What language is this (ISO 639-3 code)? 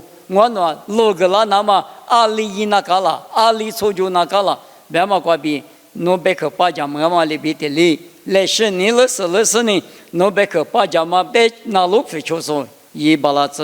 lis